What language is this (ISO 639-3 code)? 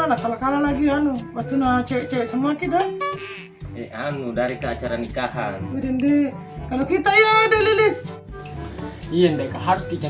mfp